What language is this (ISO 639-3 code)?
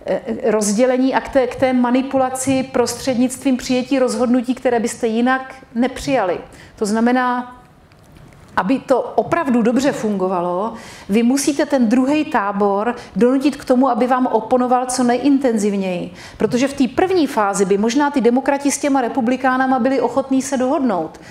ces